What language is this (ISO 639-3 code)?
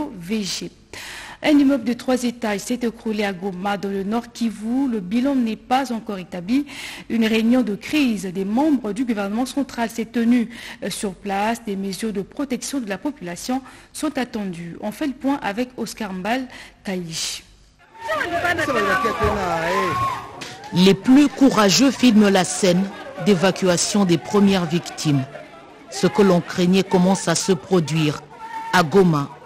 fra